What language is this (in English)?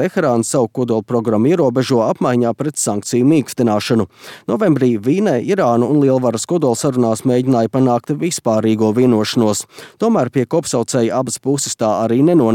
Latvian